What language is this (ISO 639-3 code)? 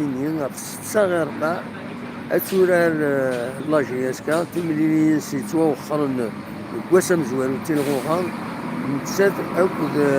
kab